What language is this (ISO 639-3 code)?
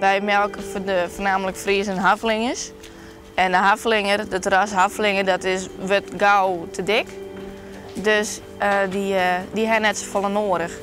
fry